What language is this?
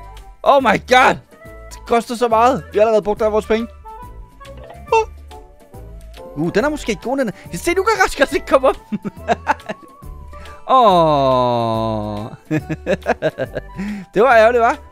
Danish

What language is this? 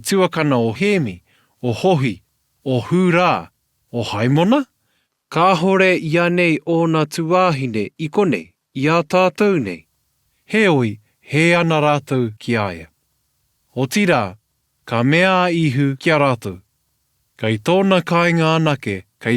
Māori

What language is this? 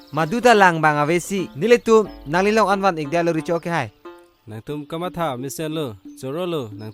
Karbi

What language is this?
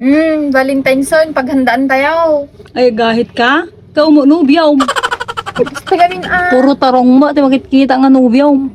Iloko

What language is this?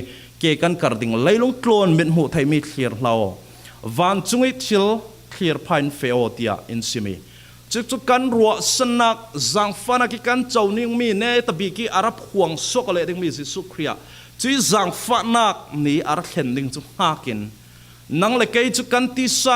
Falam Chin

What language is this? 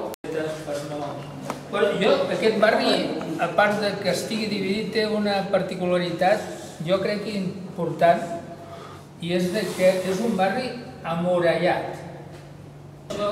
Catalan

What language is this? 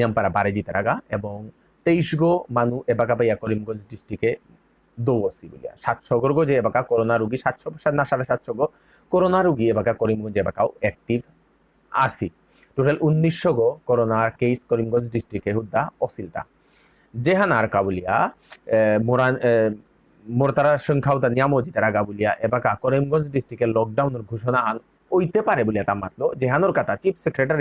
Bishnupriya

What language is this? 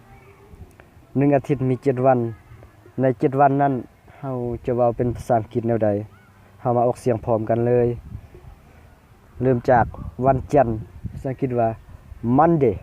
Lao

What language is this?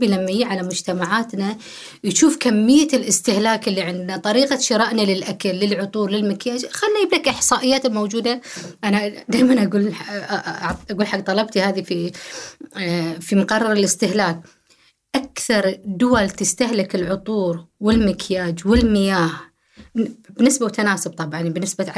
Gulf Arabic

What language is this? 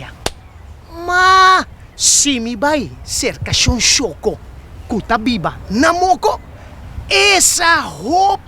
Papiamento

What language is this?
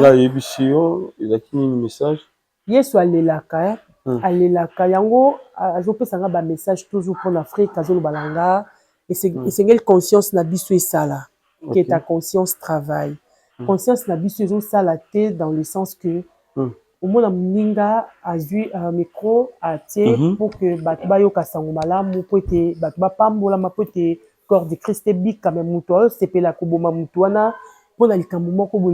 Lingala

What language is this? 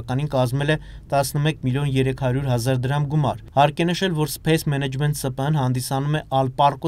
Armenian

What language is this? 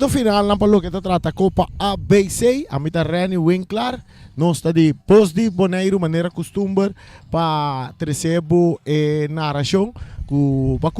Papiamento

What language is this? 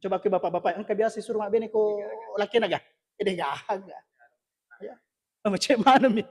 Buginese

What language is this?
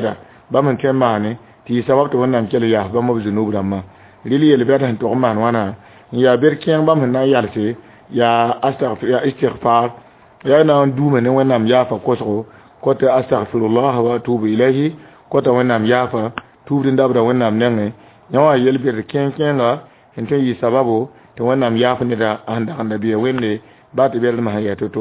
Mossi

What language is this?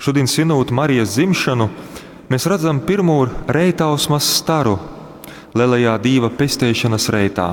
Latgalian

